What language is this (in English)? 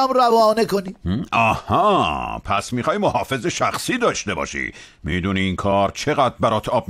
Persian